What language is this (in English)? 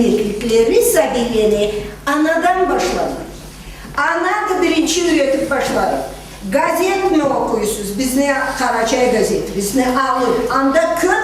Karachay-Balkar